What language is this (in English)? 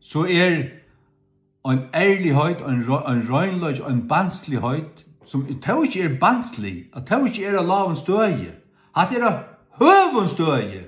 Faroese